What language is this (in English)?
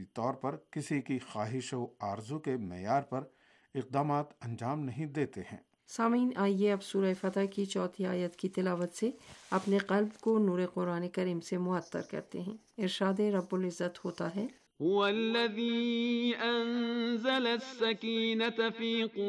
Urdu